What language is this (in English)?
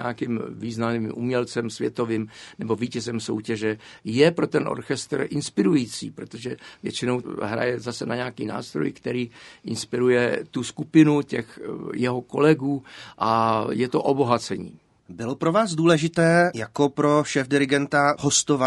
Czech